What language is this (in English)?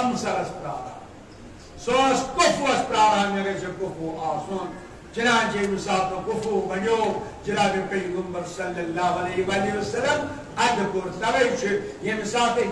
Kashmiri